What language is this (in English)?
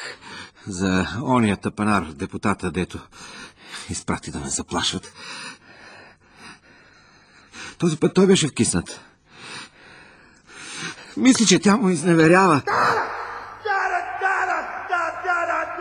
Bulgarian